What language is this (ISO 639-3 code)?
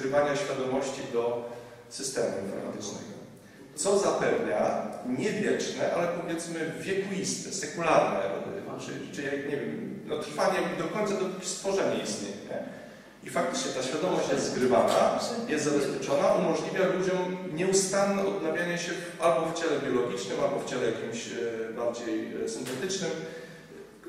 pol